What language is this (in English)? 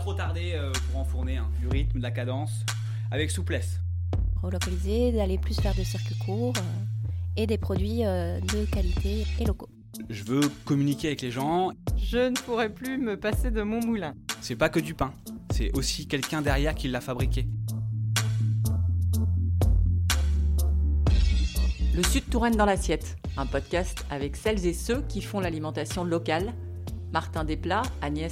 French